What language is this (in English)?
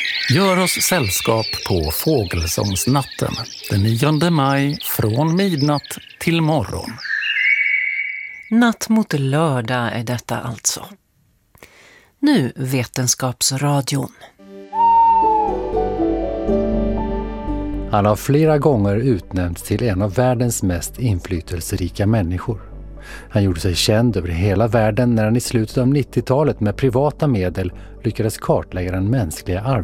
Swedish